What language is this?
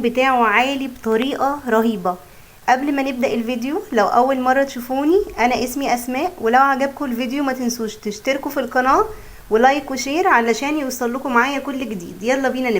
Egyptian Arabic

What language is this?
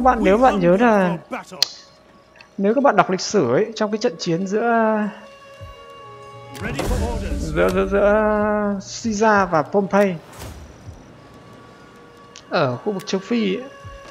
Vietnamese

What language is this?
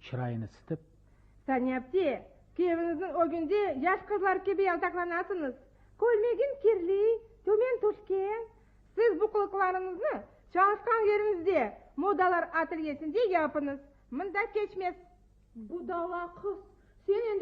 Crimean Tatar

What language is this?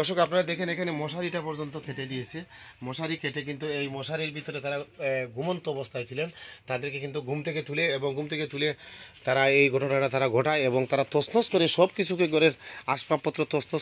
Bangla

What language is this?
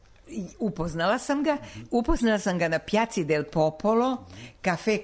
Serbian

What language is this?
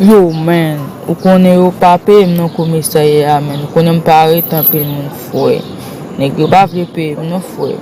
Haitian Creole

